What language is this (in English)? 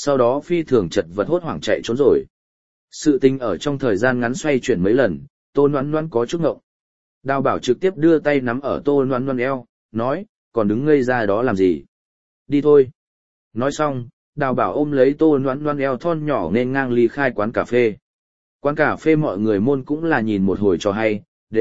Vietnamese